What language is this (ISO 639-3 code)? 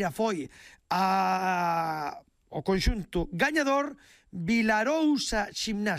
glg